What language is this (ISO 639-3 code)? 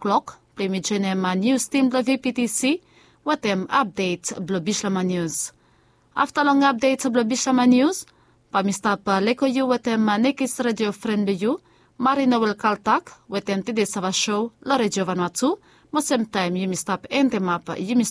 bis